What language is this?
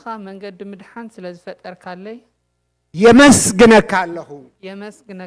Tigrinya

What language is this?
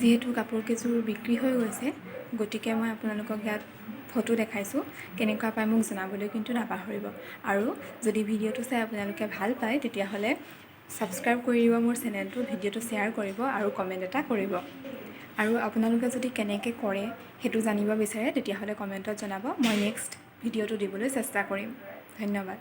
Assamese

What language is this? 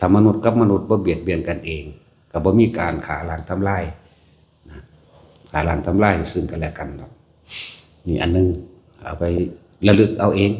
Northeastern Thai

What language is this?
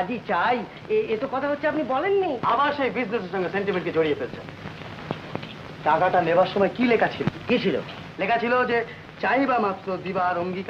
Bangla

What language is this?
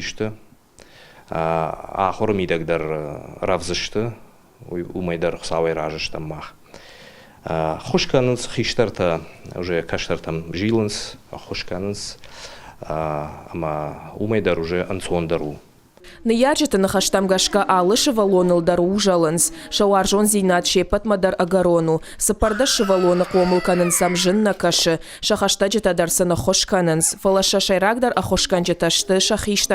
Ossetic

